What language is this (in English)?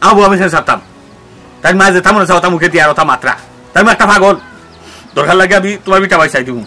Sylheti